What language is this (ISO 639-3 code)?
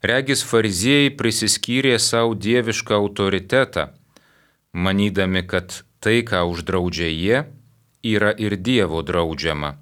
lit